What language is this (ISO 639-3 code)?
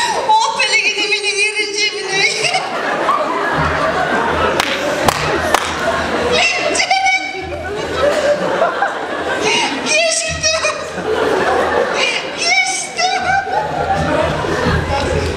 kaz